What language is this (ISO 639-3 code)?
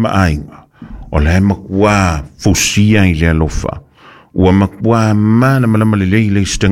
smo